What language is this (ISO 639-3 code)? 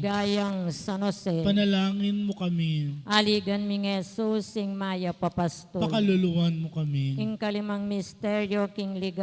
pam